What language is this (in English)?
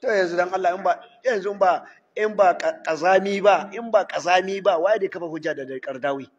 Hausa